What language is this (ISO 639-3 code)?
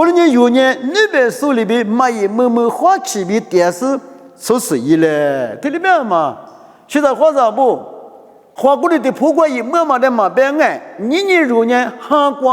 lis